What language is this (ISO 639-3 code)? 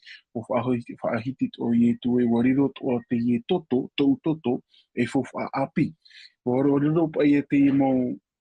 tah